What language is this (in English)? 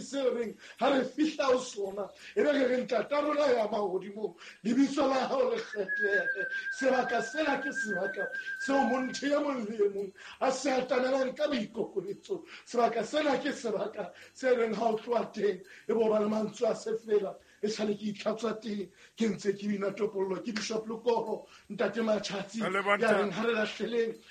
Southern Sotho